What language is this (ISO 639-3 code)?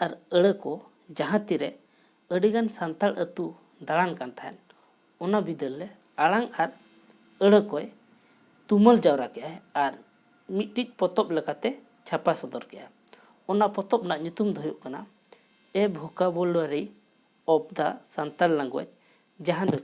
sat